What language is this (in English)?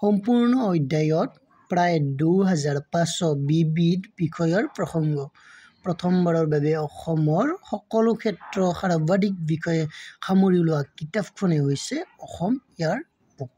Assamese